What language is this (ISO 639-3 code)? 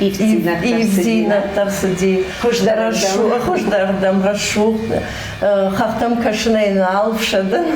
oss